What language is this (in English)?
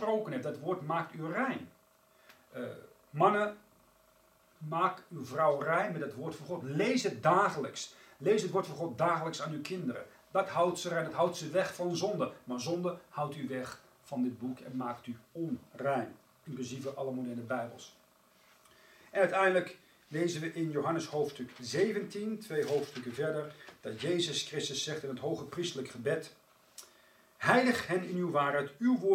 Dutch